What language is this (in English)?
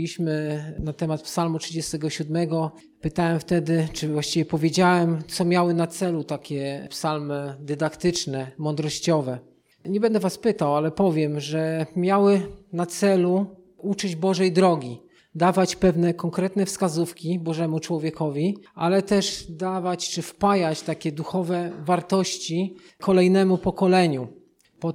Polish